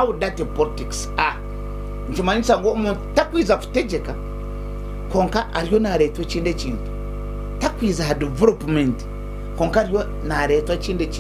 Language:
Nyankole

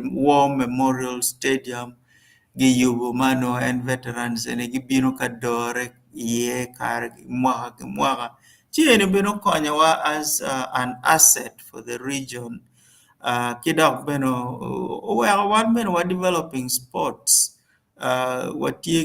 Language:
Acoli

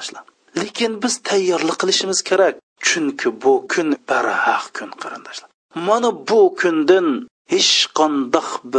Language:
Uyghur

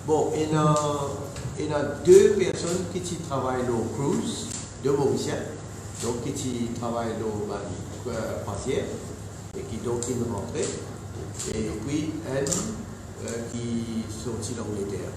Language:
Morisyen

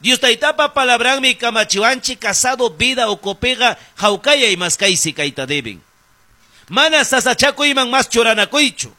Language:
Ayacucho Quechua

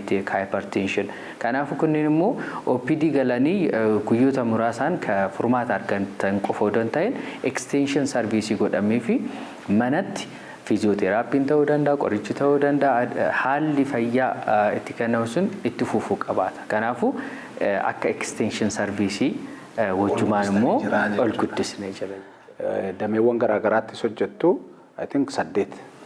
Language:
Oromo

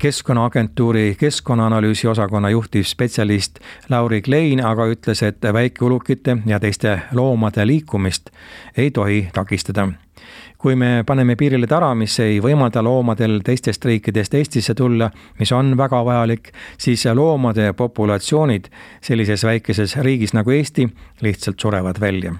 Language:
Estonian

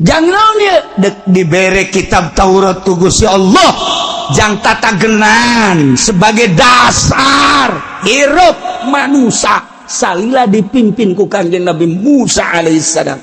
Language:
Sundanese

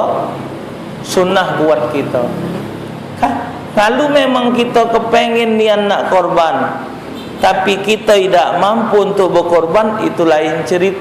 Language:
Musi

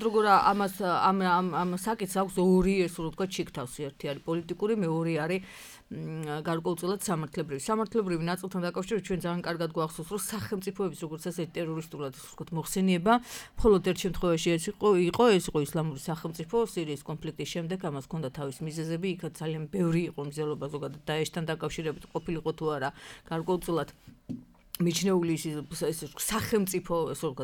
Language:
Georgian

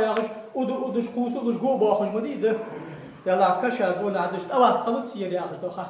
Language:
Ingush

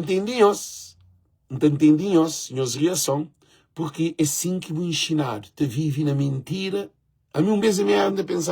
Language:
Kabuverdianu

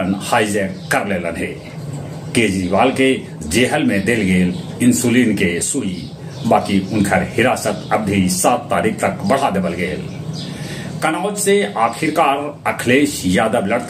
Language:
Magahi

